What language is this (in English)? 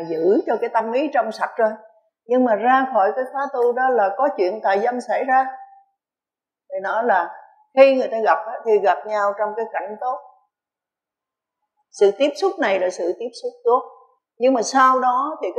Vietnamese